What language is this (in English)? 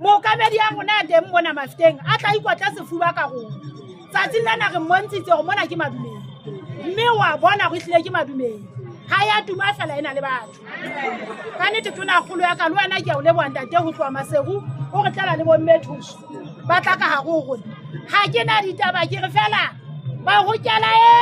Southern Sotho